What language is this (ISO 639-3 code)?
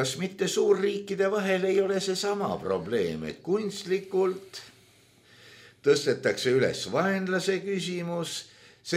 est